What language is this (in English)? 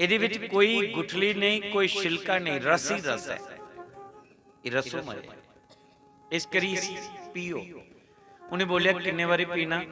Dogri